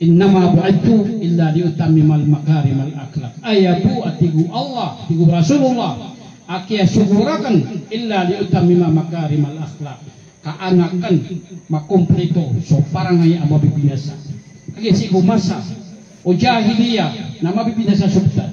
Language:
Maranao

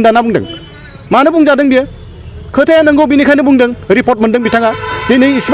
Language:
Bodo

